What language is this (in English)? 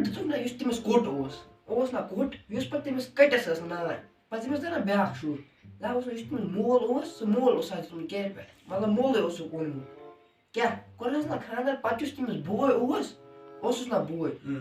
Kashmiri